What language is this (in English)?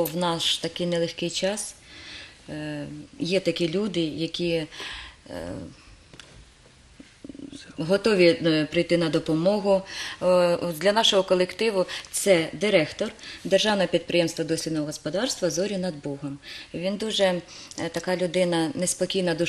Ukrainian